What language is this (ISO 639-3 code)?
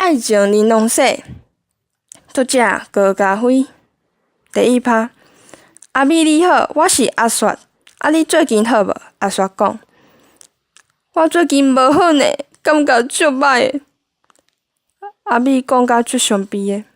nan